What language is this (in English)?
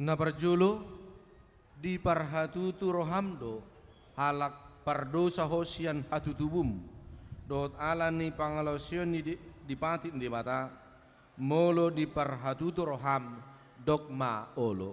Batak Toba